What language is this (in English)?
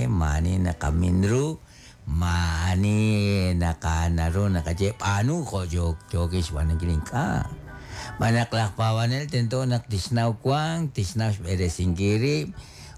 Kekchí